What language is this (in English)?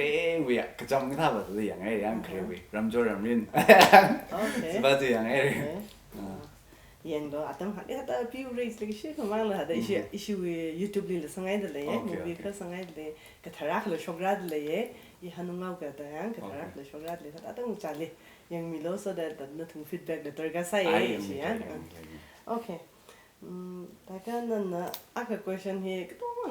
Tangkhul Naga (India)